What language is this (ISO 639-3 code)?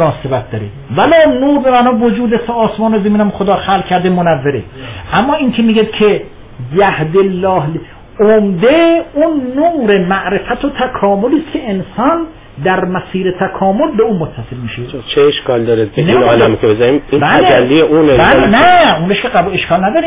fas